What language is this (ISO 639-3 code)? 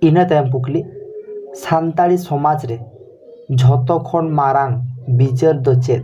sat